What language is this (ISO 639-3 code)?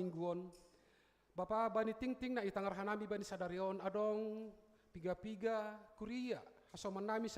bts